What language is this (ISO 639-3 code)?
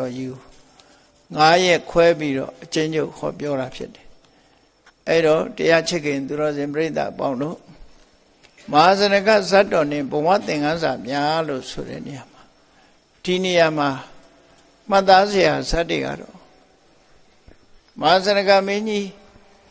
mya